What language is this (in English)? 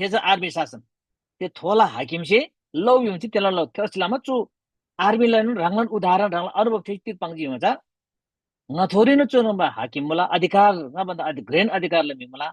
Eastern Tamang